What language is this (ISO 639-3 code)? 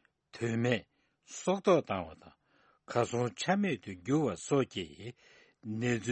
bod